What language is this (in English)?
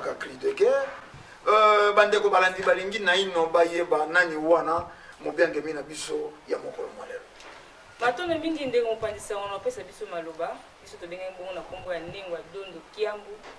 Lingala